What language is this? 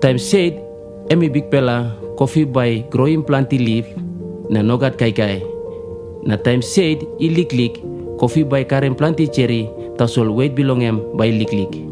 Tok Pisin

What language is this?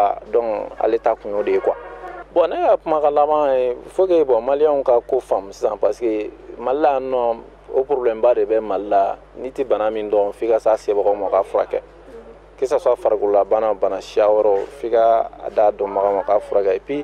Bambara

